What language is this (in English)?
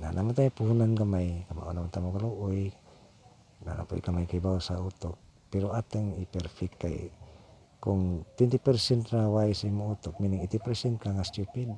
Cebuano